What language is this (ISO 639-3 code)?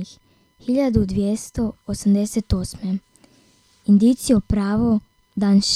hrv